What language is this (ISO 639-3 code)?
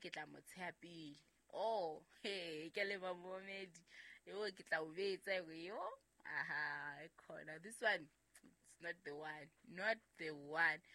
sot